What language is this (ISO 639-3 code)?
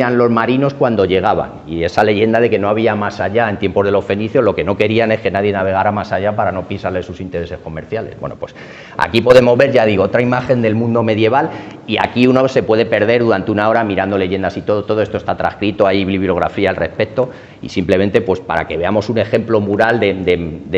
spa